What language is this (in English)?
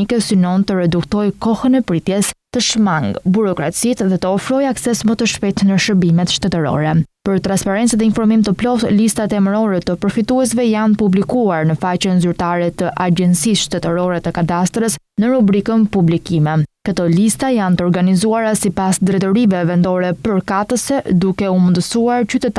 Albanian